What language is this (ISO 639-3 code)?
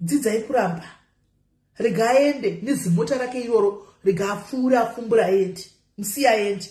sna